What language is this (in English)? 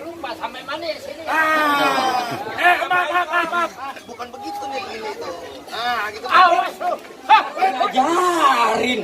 Betawi